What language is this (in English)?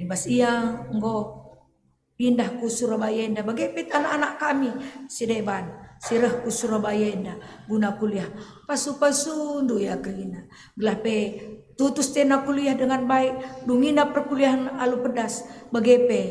Batak Karo